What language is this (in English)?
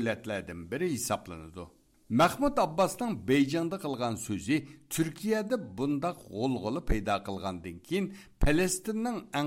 Uyghur